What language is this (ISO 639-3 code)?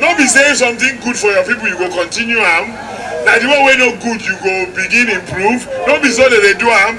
pcm